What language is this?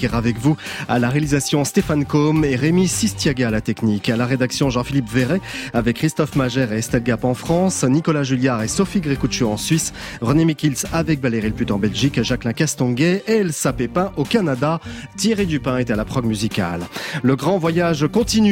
French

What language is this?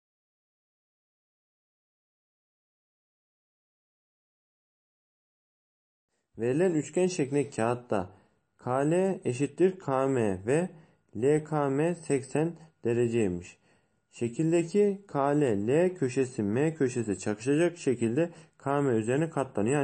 Turkish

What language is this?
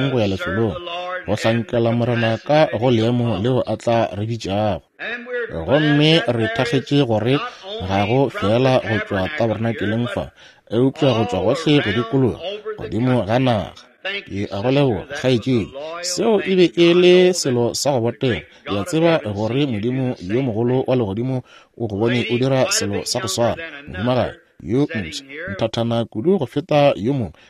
Northern Sotho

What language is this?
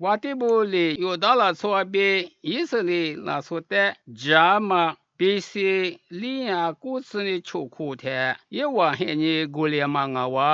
Lisu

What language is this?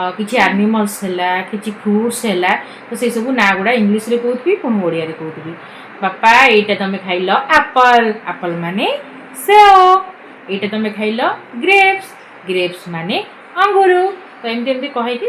Odia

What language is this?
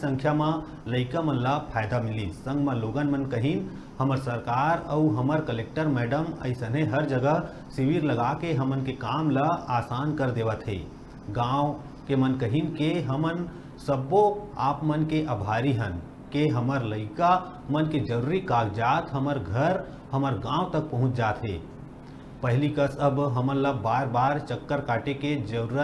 Chhattisgarhi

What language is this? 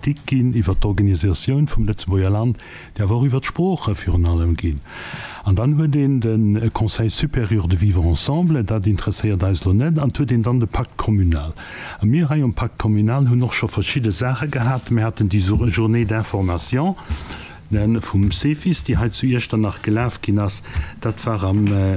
Luxembourgish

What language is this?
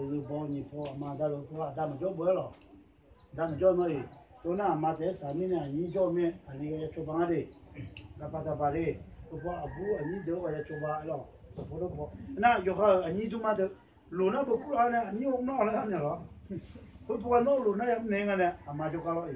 Akha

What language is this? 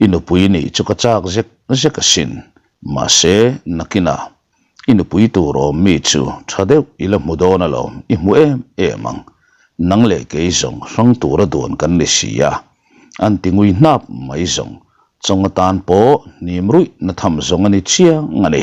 Mizo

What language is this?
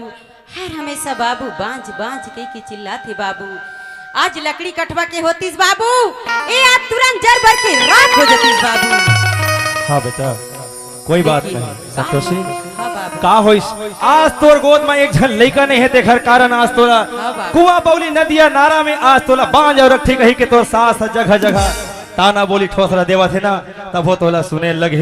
Chhattisgarhi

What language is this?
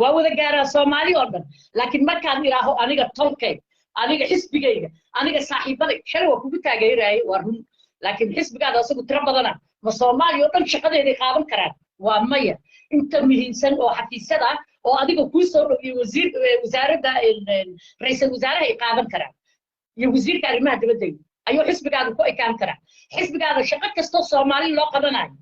Somali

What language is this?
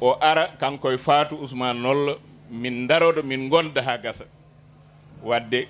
Fula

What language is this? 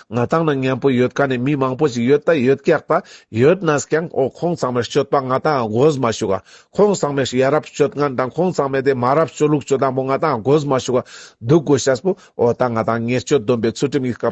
Ladakhi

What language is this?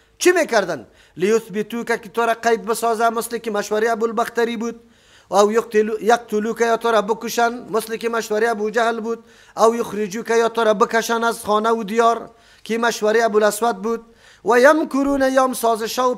Persian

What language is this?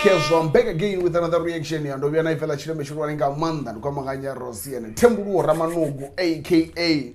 Venda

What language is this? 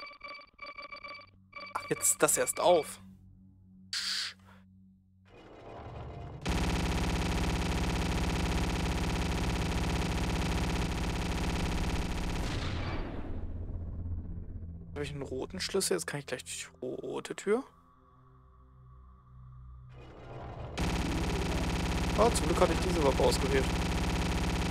German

